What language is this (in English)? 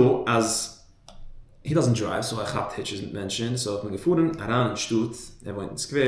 Yiddish